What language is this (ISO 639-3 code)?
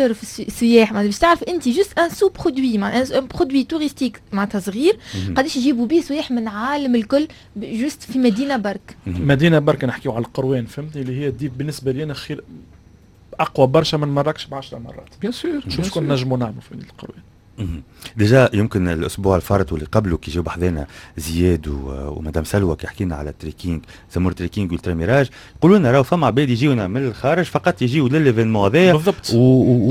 aeb